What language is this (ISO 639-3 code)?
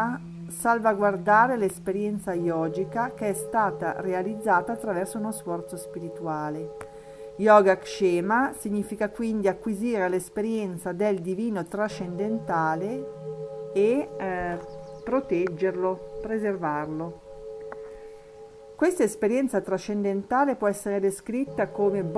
ita